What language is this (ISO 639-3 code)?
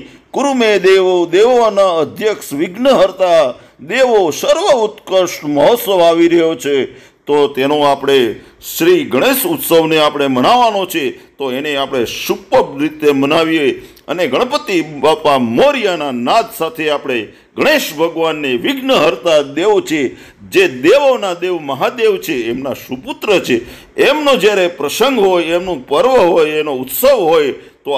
guj